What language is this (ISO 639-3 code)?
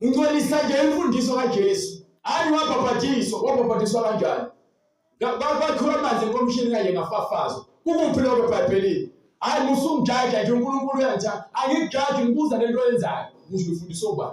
zul